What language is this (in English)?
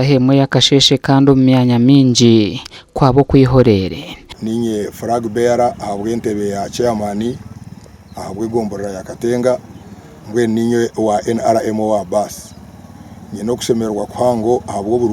Nyankole